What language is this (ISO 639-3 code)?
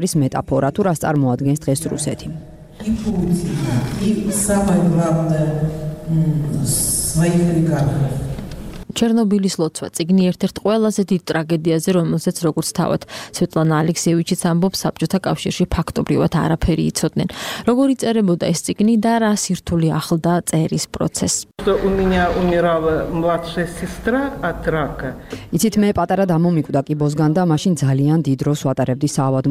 kat